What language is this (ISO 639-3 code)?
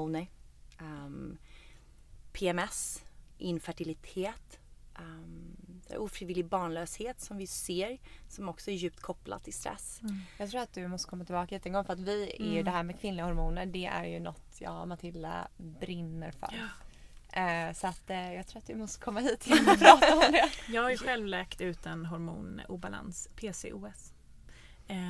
swe